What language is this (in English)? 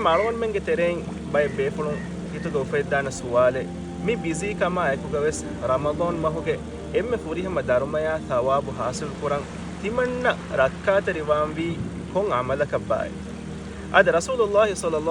Divehi